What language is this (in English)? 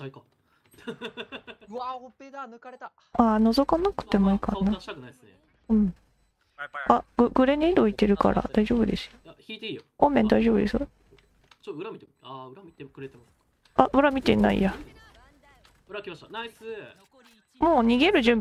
Japanese